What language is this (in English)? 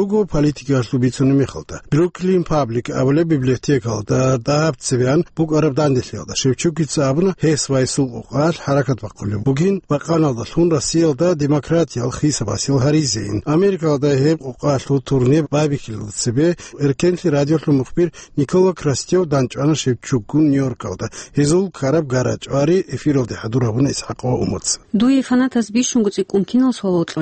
Avaric